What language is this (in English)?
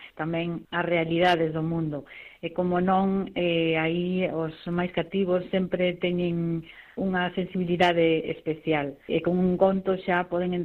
Galician